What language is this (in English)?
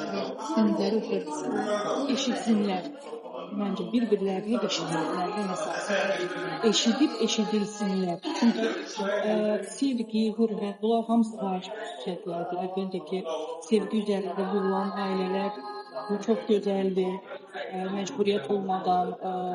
Azerbaijani